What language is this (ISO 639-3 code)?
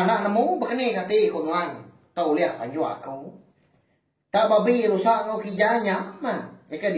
iba